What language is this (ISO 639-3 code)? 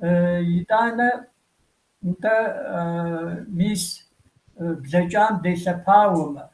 kbd